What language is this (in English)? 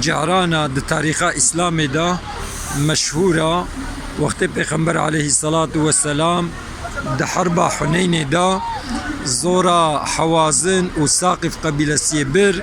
Kurdish